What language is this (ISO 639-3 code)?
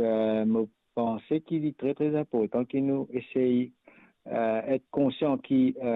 mfe